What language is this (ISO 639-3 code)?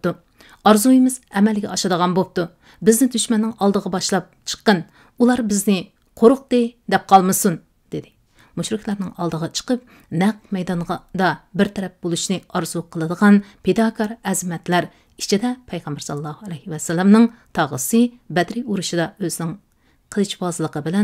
uig